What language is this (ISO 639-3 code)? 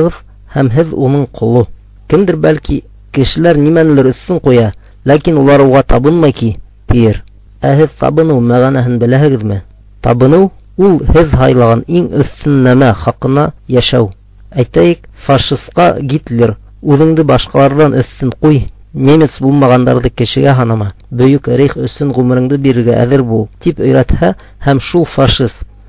bak